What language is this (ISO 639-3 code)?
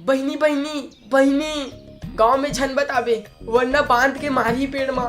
hne